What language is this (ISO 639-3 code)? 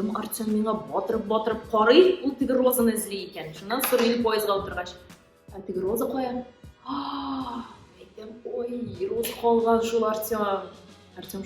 tat